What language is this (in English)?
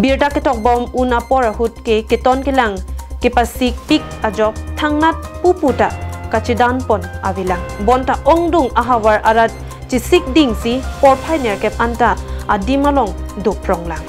Karbi